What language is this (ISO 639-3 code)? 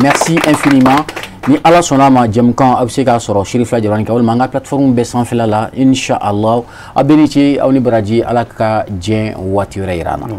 bam